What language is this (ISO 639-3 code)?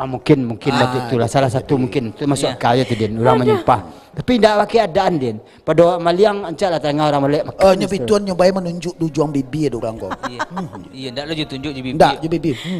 min